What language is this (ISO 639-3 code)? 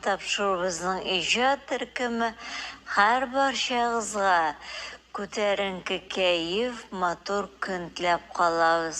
tat